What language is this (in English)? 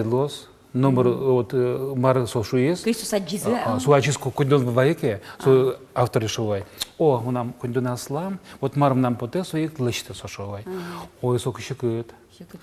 Udmurt